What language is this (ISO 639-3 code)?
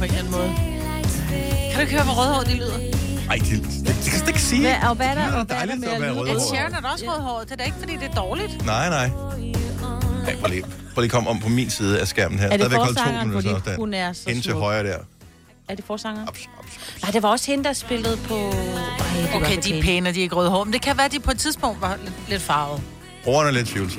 dan